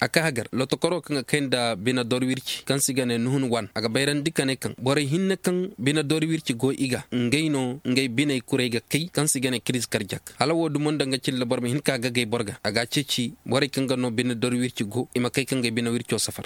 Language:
Koyraboro Senni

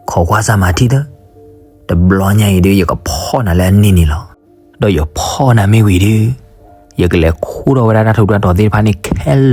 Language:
S'gaw Karen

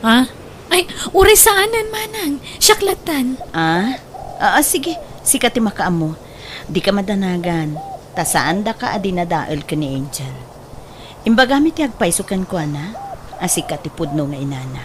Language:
Iloko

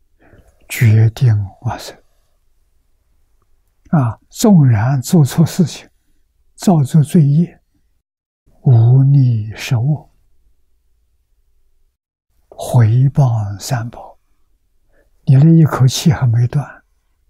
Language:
Chinese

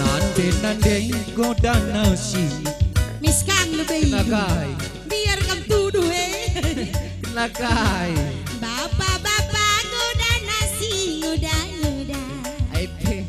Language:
Batak Karo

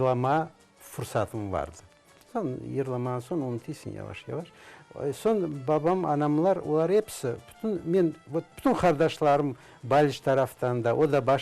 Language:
Crimean Tatar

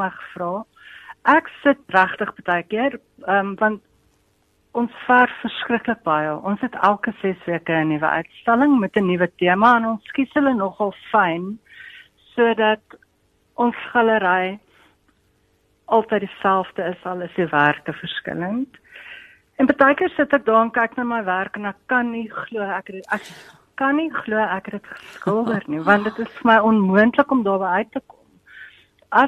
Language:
Afrikaans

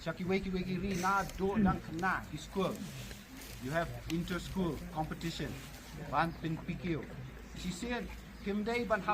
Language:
Khasi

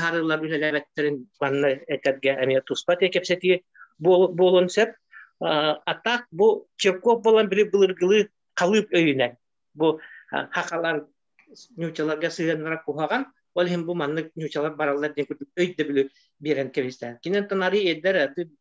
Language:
Yakut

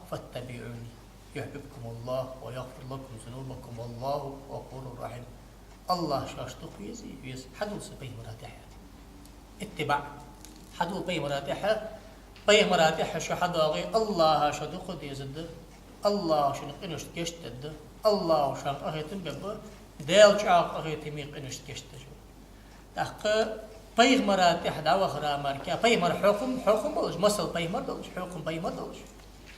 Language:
Ingush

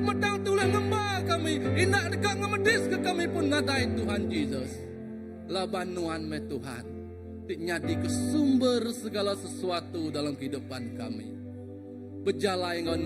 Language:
Iban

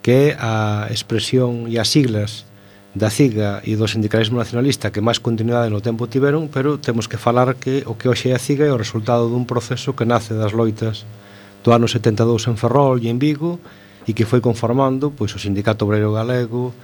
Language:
Galician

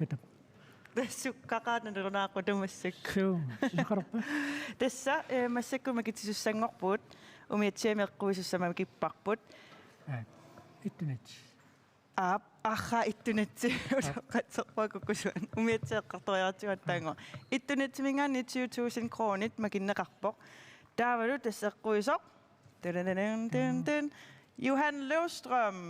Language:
Kalaallisut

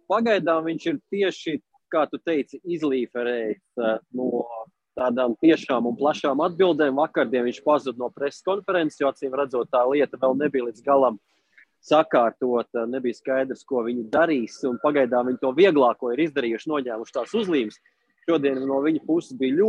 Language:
Latvian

